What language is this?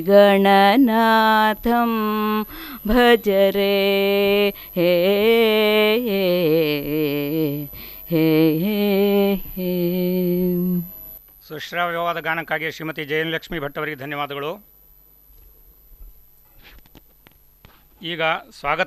Kannada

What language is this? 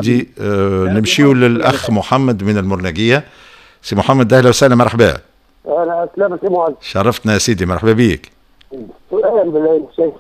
Tunisian Arabic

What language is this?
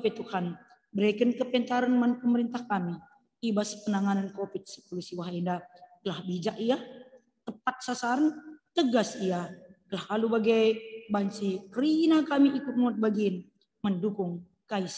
Batak Karo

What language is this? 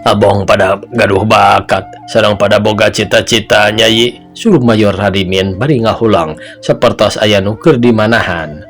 Sundanese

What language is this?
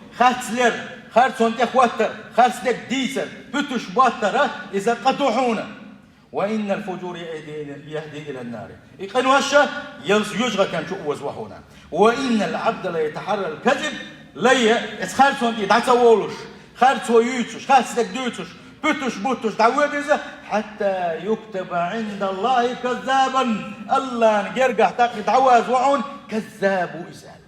Chechen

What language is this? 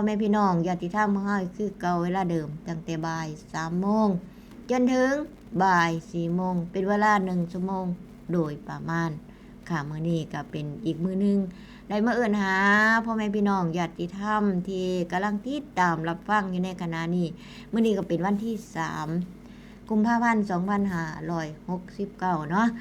Northeastern Thai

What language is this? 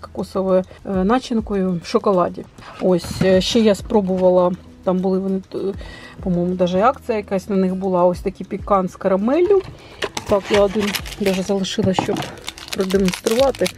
Ukrainian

